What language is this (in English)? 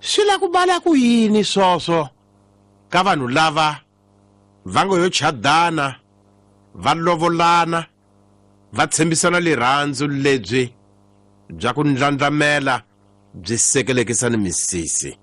Tsonga